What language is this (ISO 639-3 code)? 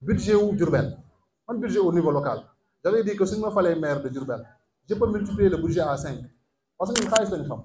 wol